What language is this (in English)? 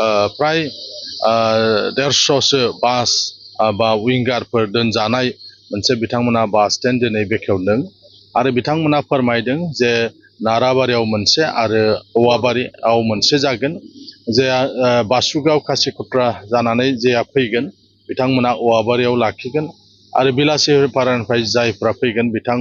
Bodo